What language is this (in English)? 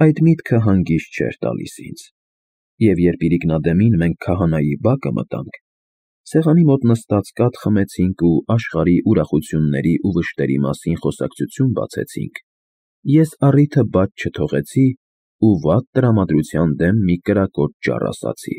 Armenian